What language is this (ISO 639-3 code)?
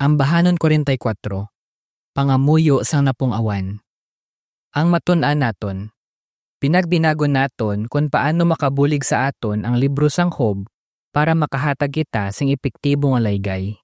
hil